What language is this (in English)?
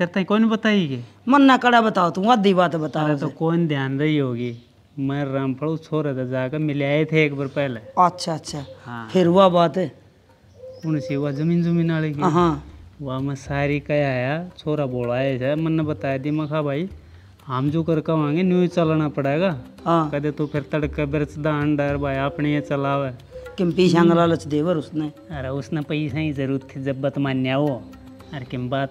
Haryanvi